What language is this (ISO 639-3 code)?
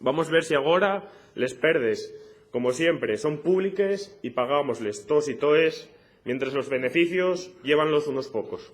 ast